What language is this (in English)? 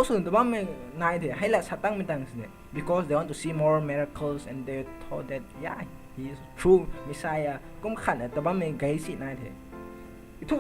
Rongmei Naga